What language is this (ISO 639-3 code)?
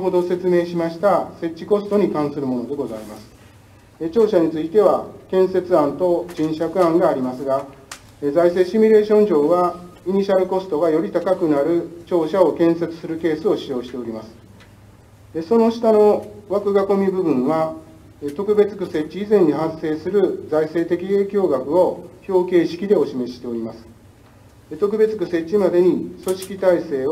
jpn